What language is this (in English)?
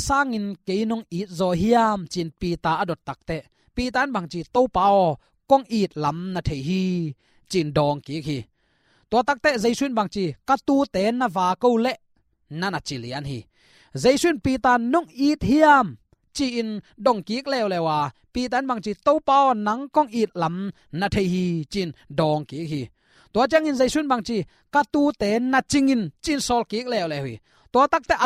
Tedim Chin